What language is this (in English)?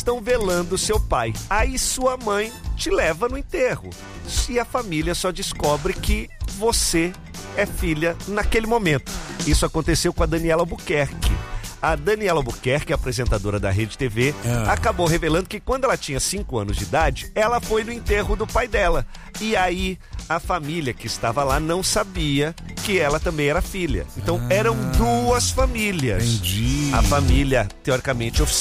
Portuguese